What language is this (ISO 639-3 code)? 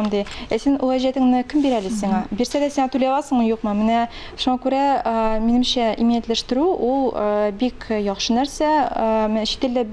tat